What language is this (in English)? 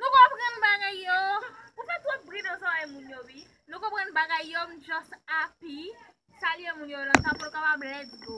Haitian Creole